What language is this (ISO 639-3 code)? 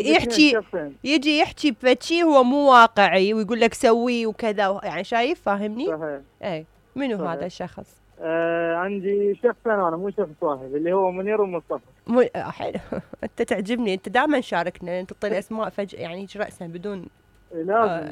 acm